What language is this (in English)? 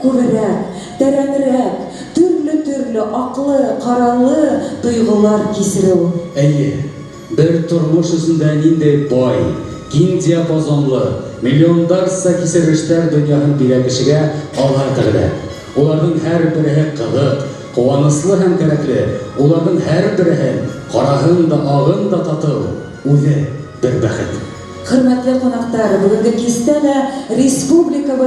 Bashkir